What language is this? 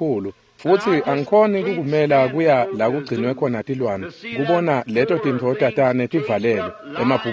Swati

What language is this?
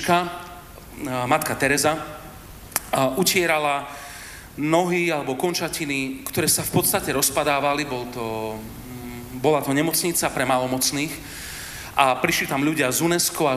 Slovak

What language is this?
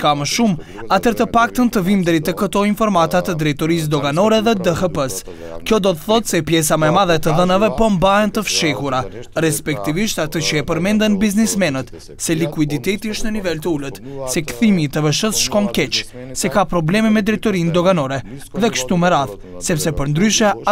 Macedonian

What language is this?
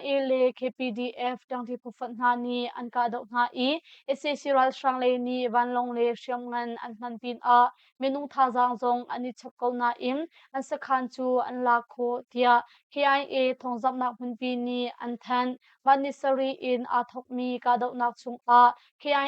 Hakha Chin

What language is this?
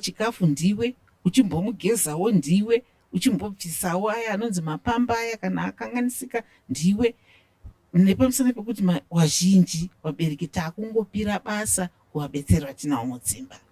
Shona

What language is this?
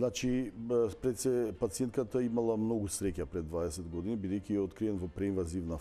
Macedonian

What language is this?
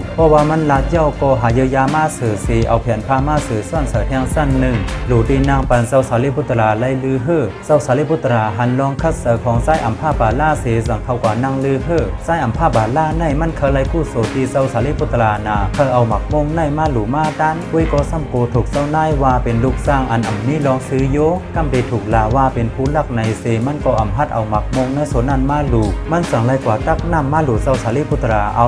Shan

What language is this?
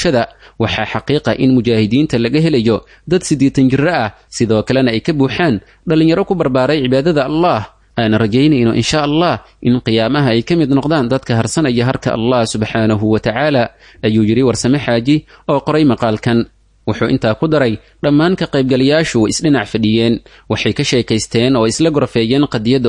Somali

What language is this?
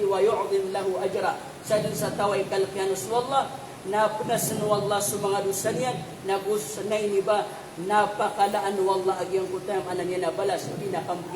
Maranao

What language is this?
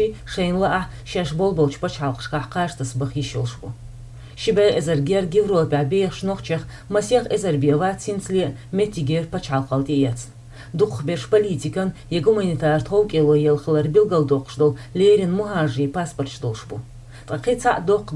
Chechen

